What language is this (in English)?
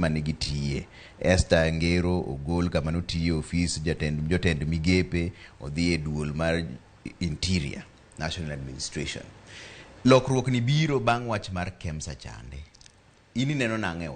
Luo (Kenya and Tanzania)